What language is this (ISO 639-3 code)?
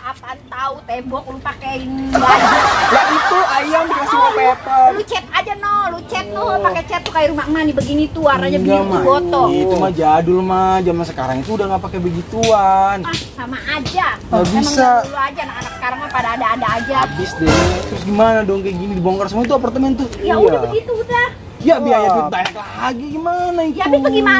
bew